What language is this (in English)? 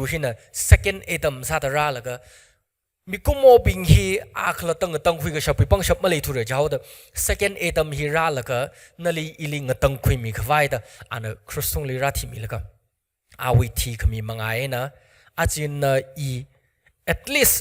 Tangkhul Naga (India)